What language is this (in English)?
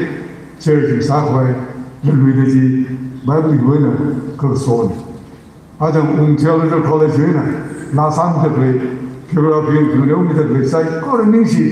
Tangkhul Naga (India)